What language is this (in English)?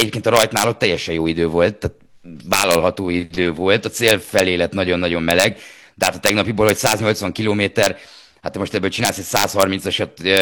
Hungarian